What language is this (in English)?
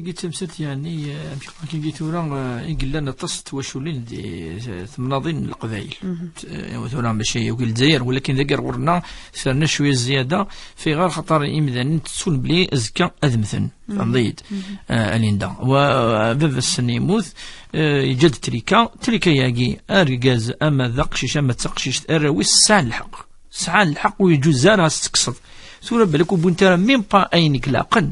Kabyle